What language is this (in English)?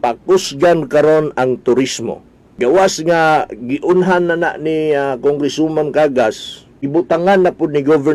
Cebuano